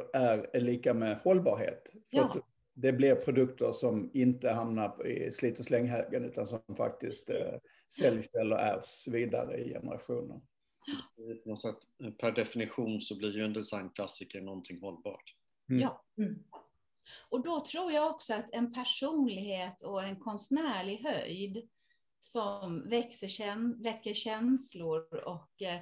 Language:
Swedish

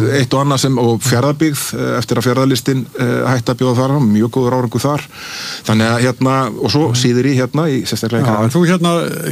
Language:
Icelandic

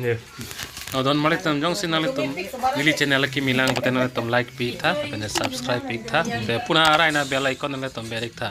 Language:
Karbi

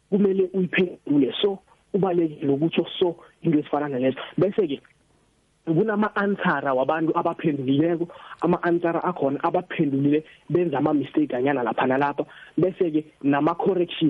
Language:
South Ndebele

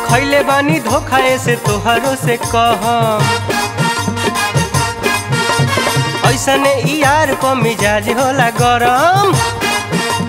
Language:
Bhojpuri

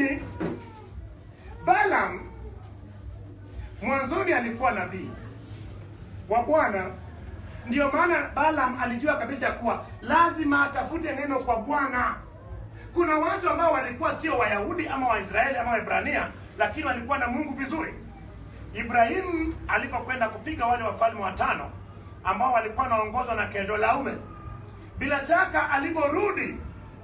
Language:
Swahili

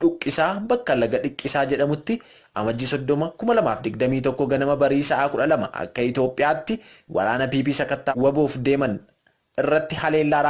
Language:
Oromo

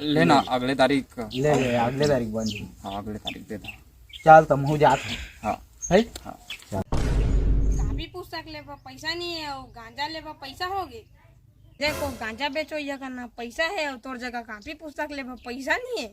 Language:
Chhattisgarhi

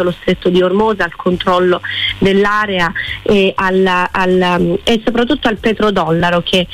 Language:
Italian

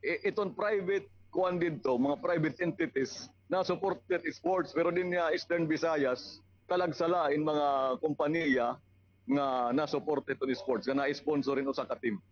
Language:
Waray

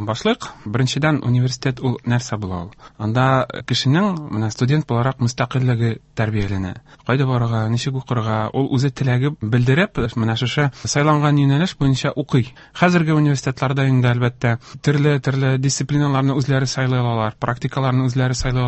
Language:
Tatar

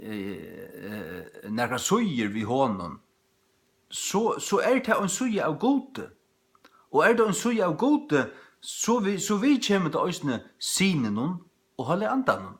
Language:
Faroese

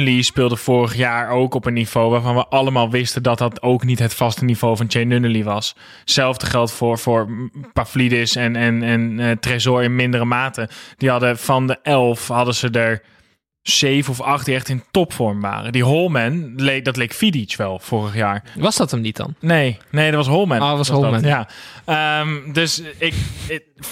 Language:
Dutch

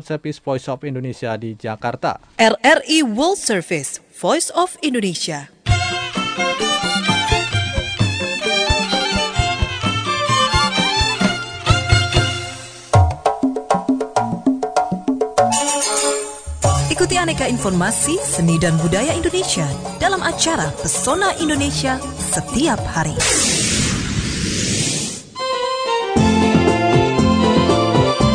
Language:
Indonesian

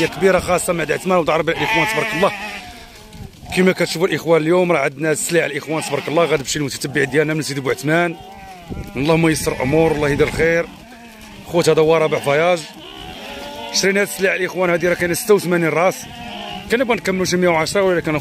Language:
Moroccan Arabic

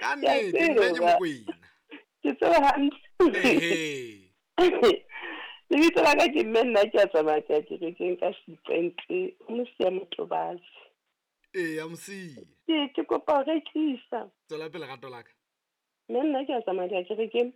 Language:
Southern Sotho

